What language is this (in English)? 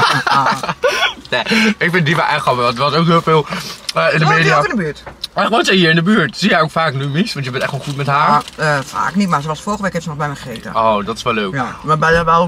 Dutch